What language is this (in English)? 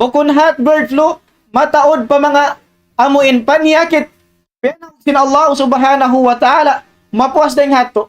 Tausug